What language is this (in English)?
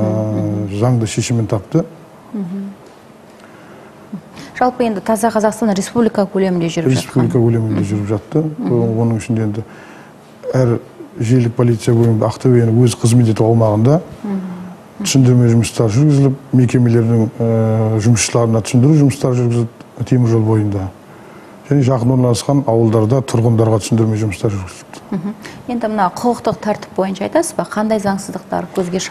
Kazakh